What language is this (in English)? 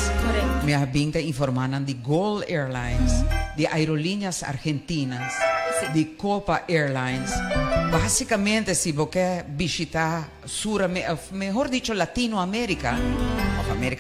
Papiamento